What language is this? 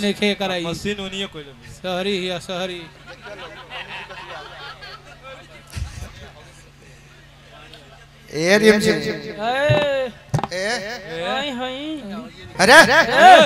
Bhojpuri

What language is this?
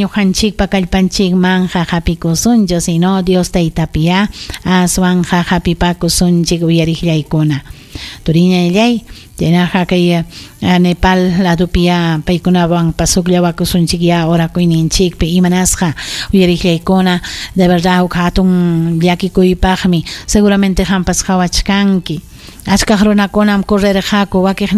Ayacucho Quechua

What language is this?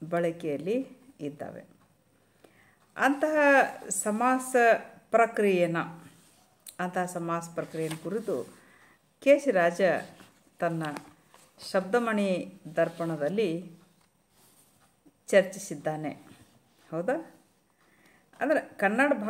Kannada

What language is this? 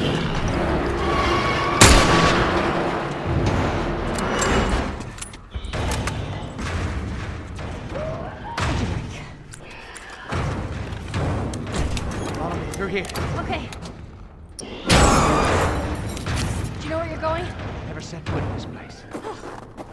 English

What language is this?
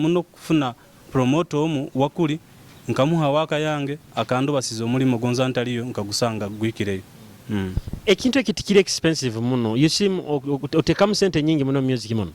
Nyoro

